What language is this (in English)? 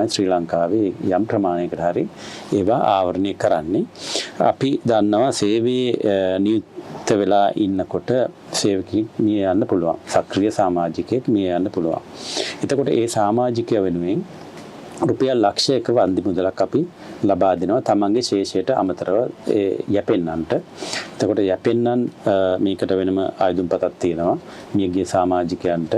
Sinhala